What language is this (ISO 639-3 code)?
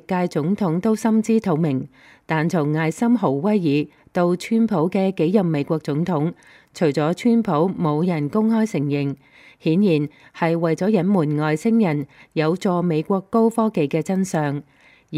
yue